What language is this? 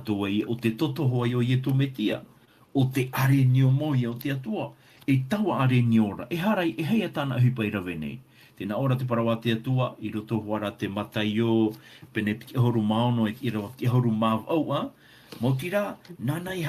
Tahitian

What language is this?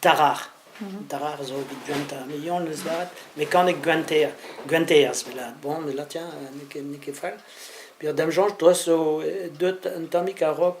Breton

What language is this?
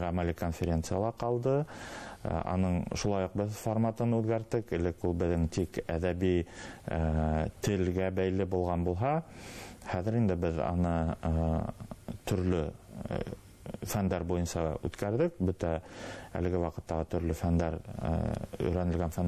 Bashkir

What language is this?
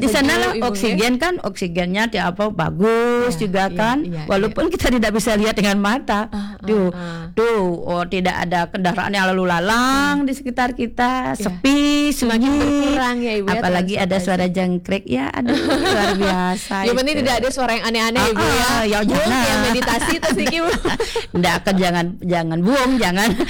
Indonesian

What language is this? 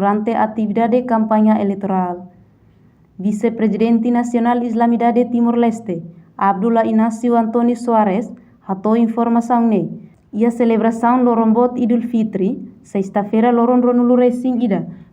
Tetum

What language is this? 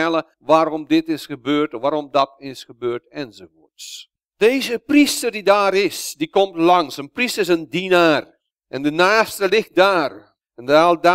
Dutch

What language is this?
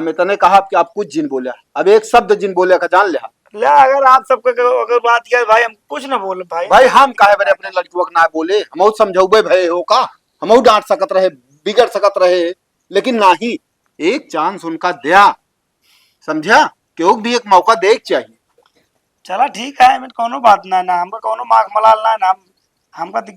Awadhi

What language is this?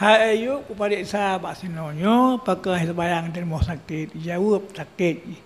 Achinese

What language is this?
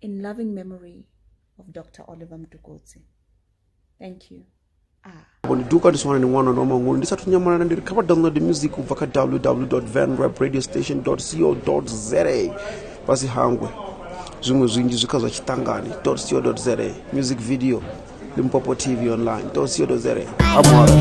Venda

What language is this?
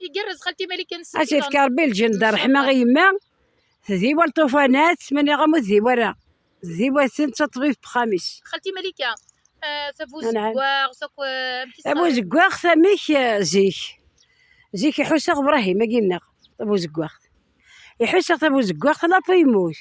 Kabyle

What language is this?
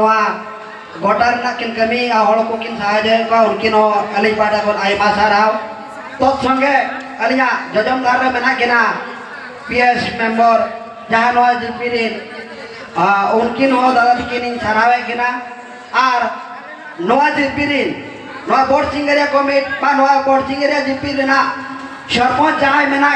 Santali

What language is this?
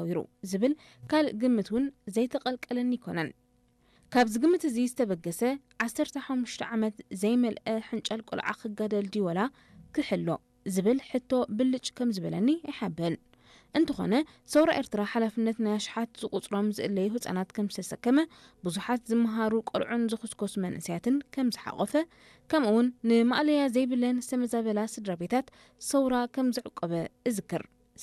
Tigrinya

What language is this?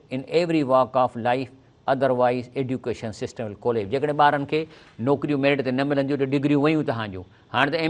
Sindhi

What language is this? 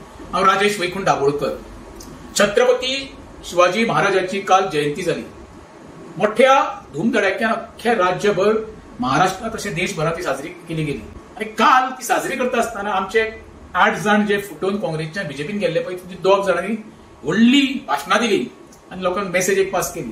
Konkani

